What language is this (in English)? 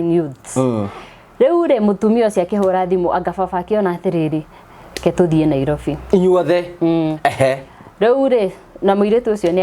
Kikuyu